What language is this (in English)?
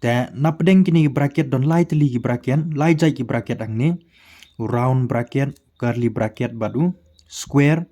Khasi